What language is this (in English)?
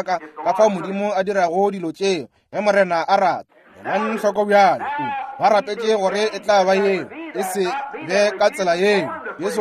Northern Sotho